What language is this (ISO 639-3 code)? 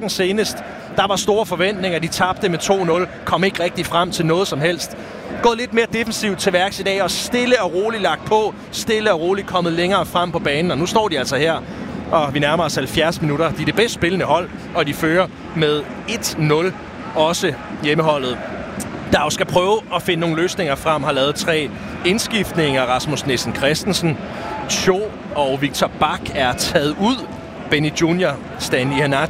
dan